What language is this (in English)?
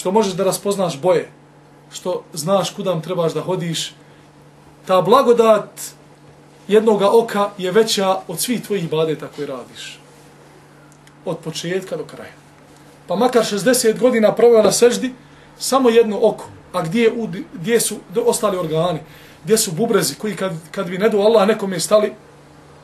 Bosnian